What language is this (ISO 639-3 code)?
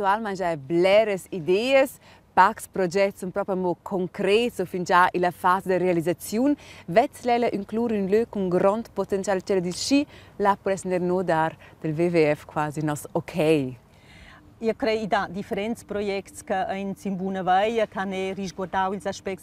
roh